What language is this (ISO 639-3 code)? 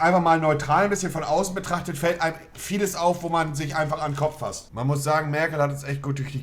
gsw